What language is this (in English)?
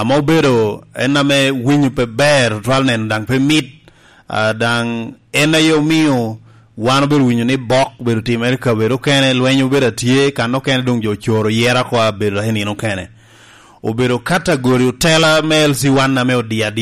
Lango (Uganda)